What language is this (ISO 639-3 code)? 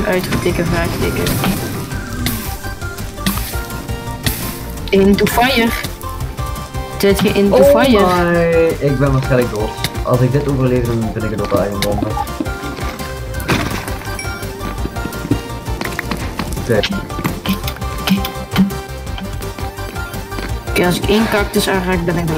nld